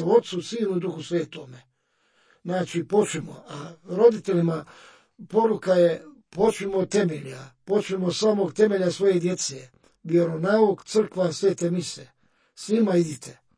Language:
Croatian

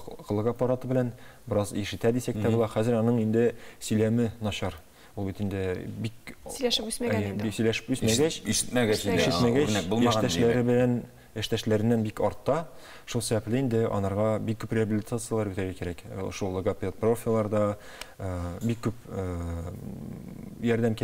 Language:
Tatar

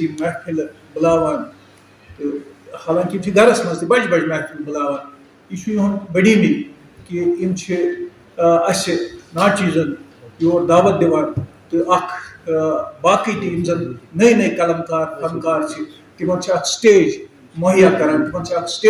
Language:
Kashmiri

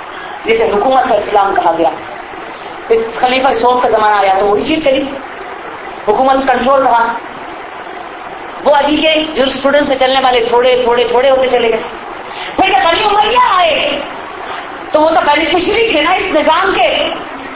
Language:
Urdu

